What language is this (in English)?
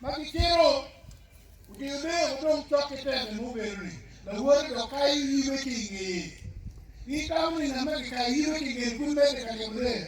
Acoli